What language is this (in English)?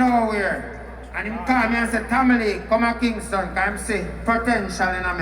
Jamaican Creole English